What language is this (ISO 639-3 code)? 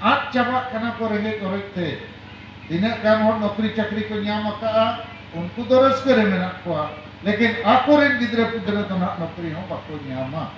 sat